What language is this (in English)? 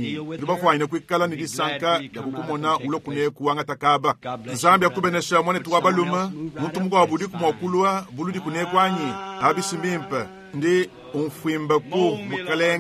Luba-Lulua